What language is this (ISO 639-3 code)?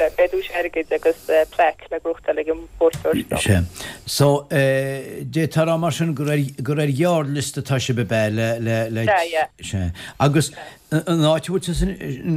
gle